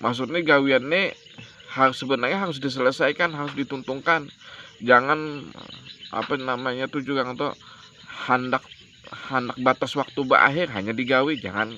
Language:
Banjar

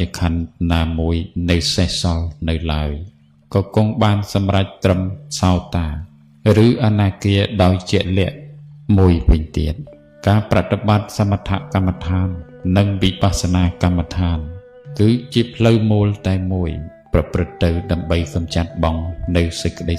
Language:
Khmer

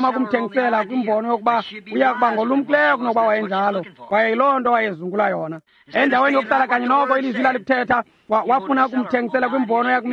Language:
Xhosa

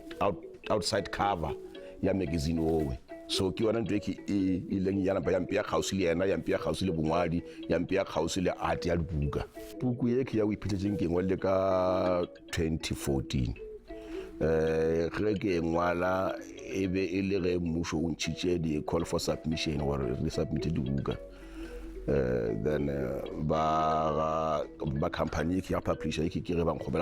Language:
Northern Sotho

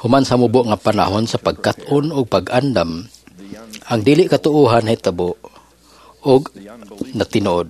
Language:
Cebuano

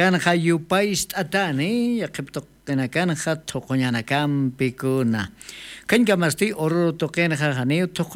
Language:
Aymara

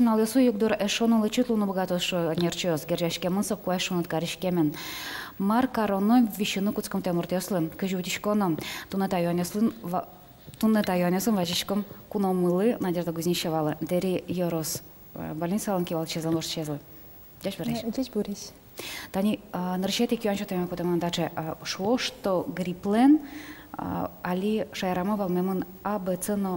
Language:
Udmurt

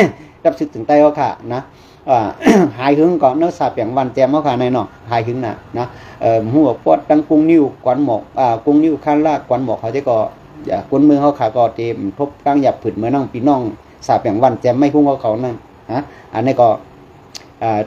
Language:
Shan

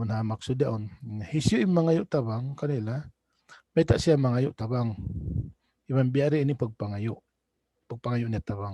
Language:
Tausug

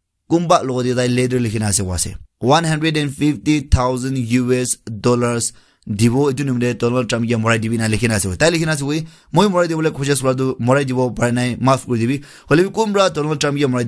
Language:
Naga Pidgin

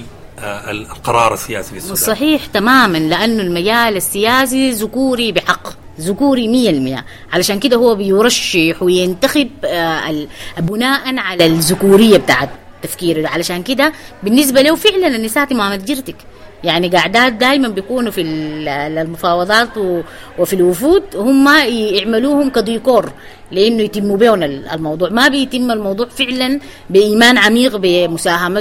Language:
Sudanese Arabic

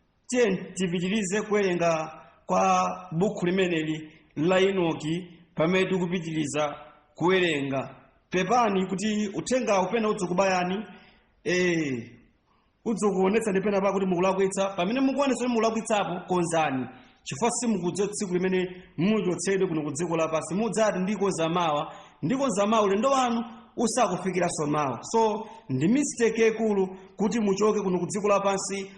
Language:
Nyanja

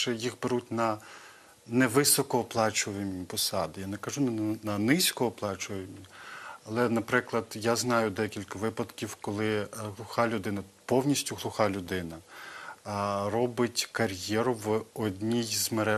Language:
Ukrainian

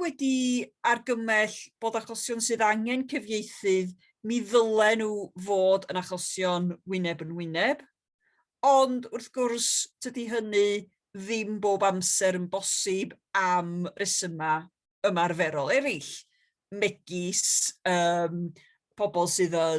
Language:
Welsh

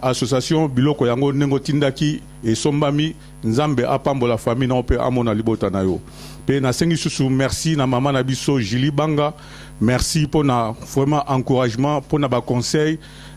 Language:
Lingala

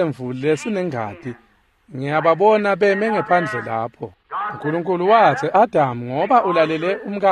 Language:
Swati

